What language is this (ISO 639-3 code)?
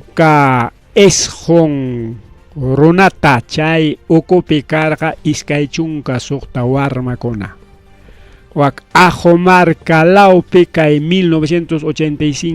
quy